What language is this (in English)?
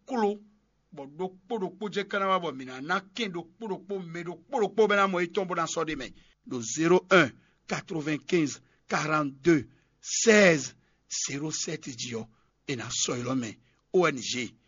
Fon